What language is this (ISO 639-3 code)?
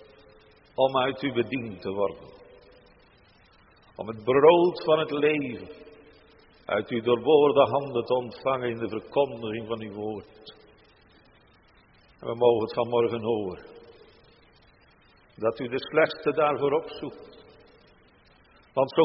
nld